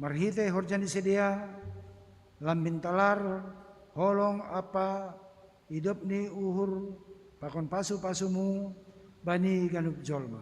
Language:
Batak Simalungun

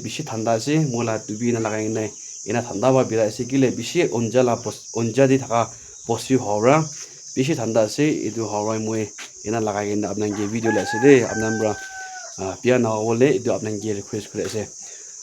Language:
Naga Pidgin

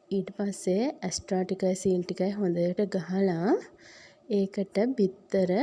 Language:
Sinhala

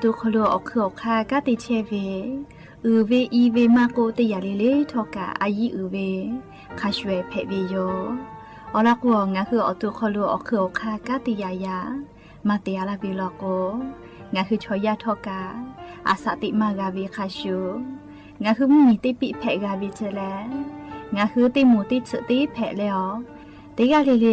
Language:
Lahu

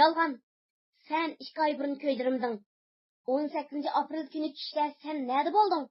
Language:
Uyghur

